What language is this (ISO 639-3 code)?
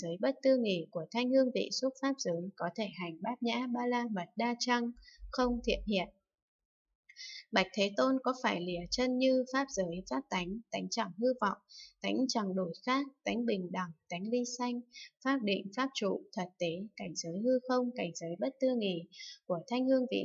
vie